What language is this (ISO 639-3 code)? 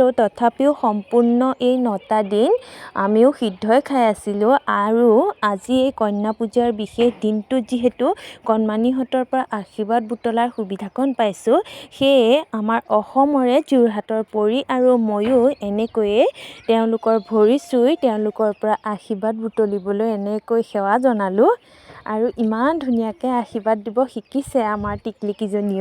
asm